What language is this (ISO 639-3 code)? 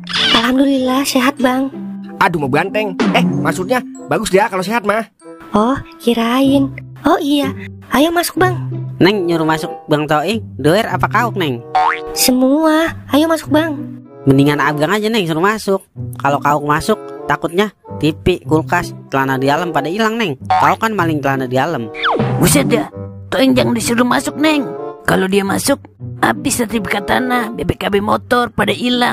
bew